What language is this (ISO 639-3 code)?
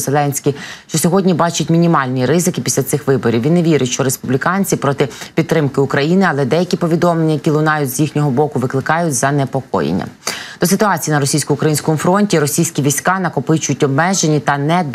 ukr